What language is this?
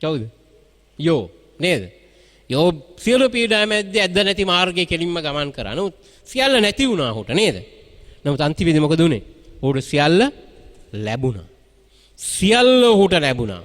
Sinhala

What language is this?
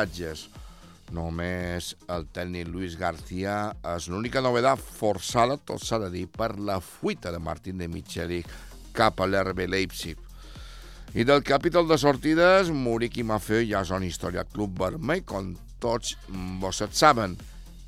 Catalan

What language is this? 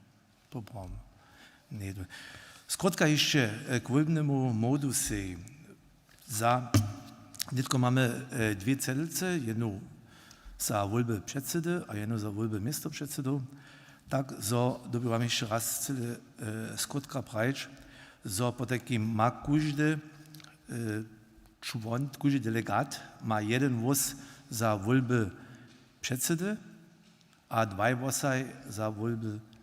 Upper Sorbian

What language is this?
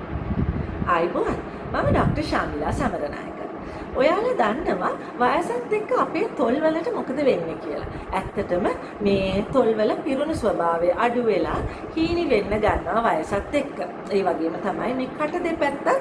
Sinhala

